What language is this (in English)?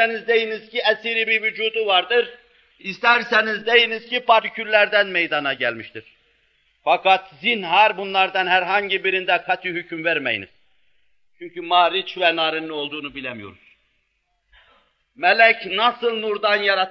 Turkish